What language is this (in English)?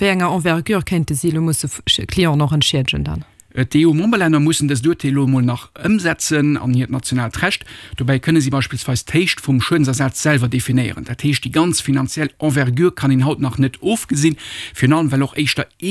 Luxembourgish